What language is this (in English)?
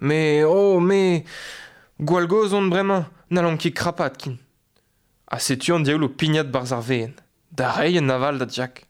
Breton